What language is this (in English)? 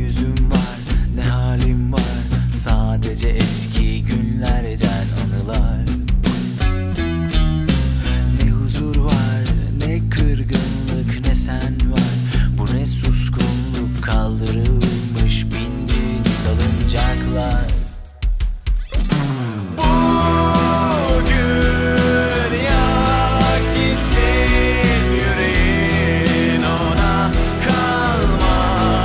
Turkish